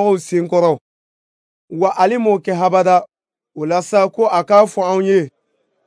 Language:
Bambara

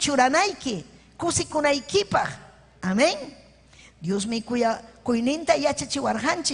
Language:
Ayacucho Quechua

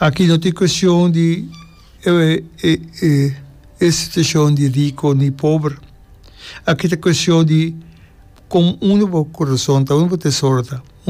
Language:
Papiamento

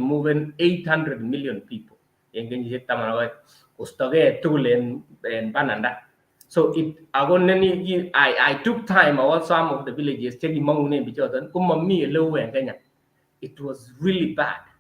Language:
Kalenjin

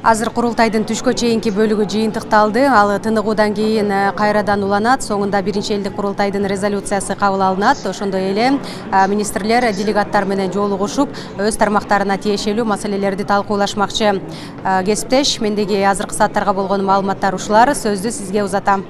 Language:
Kyrgyz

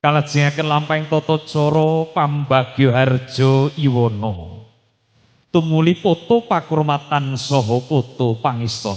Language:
Javanese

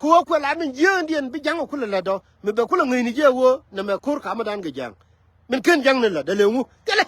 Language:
Nuer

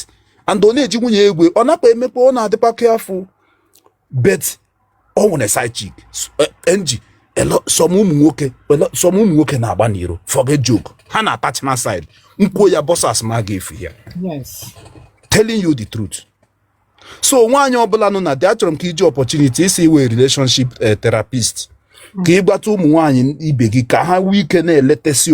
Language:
Igbo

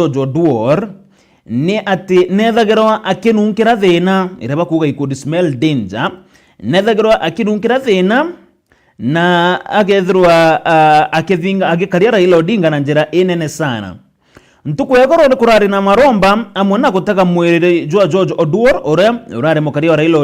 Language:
Meru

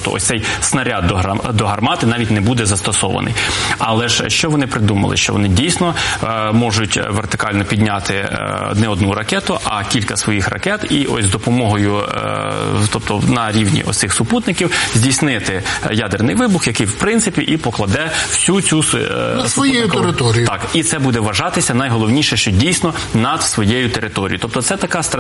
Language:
Ukrainian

